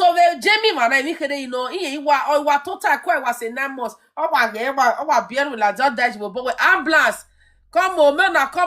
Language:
Nigerian Pidgin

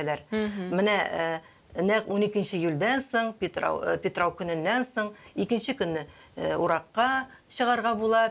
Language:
Tatar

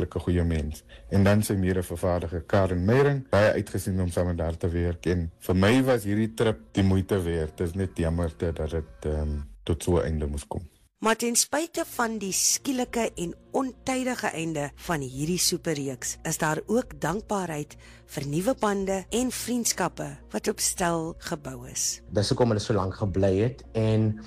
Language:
Afrikaans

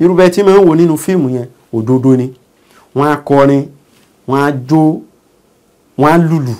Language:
Yoruba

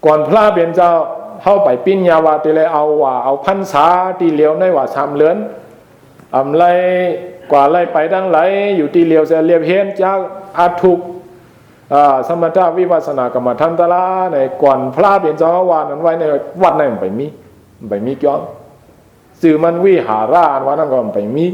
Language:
Shan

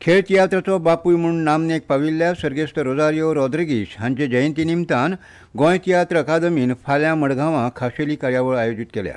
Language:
Konkani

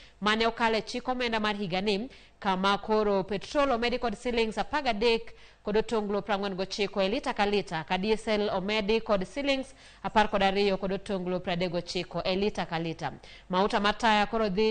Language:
Luo (Kenya and Tanzania)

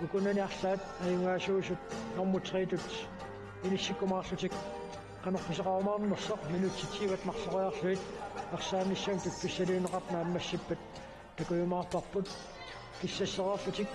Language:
Kalaallisut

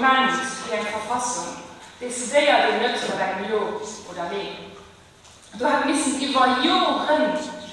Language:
Luxembourgish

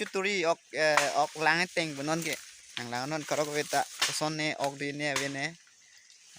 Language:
Karbi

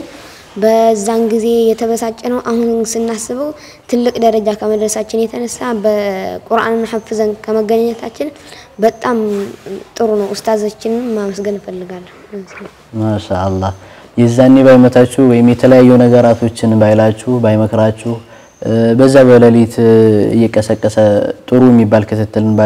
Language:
Amharic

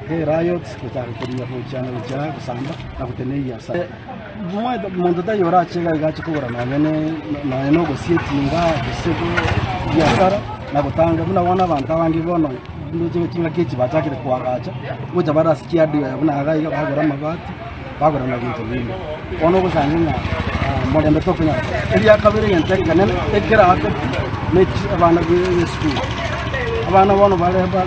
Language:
Gusii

